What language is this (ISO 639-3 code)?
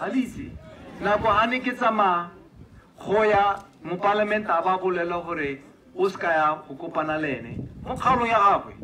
tsn